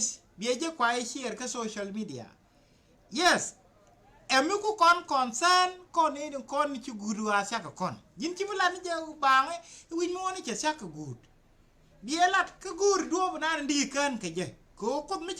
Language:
Nuer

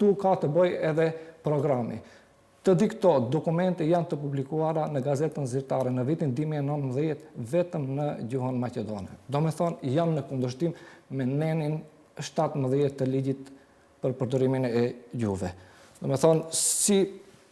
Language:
Albanian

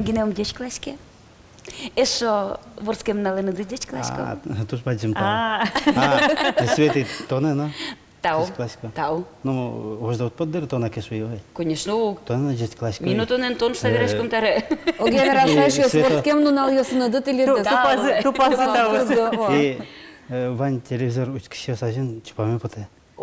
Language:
Udmurt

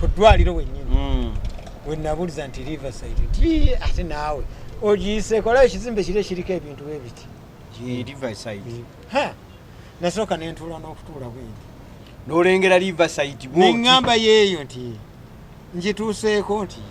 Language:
Ganda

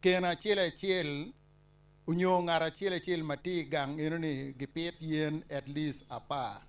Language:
Acoli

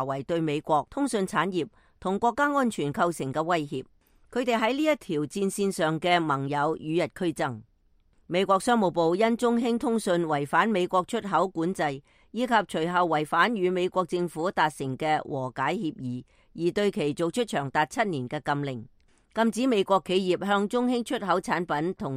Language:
Cantonese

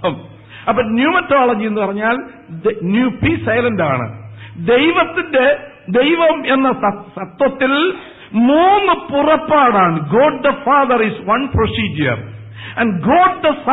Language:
Malayalam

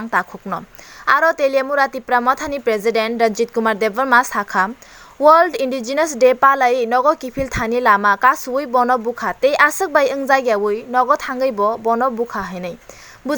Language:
Kok Borok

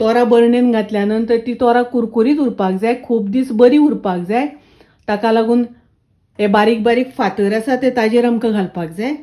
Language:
Konkani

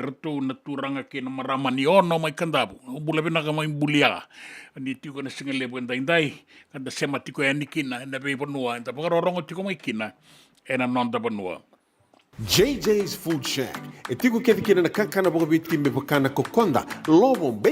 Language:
Fijian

